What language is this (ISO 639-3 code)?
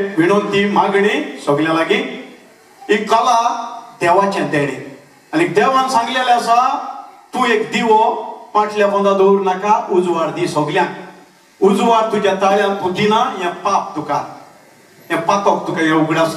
kok